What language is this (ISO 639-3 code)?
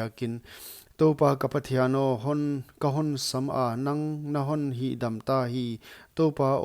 pck